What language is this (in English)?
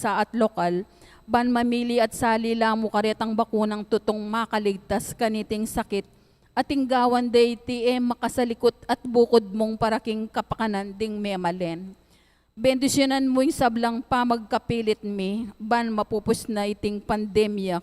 Pampanga